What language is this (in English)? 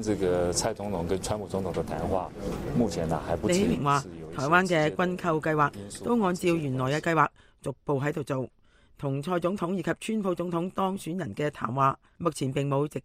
Cantonese